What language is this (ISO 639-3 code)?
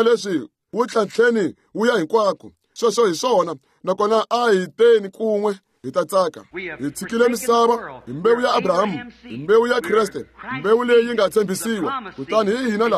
tso